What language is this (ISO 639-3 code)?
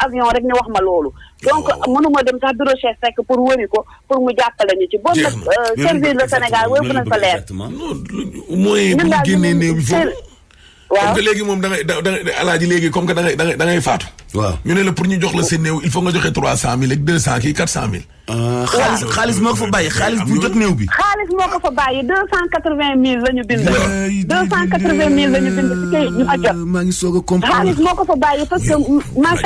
wol